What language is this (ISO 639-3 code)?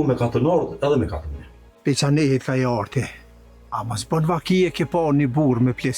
sqi